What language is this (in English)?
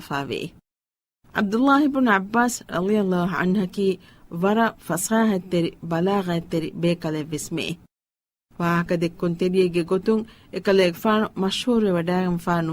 Divehi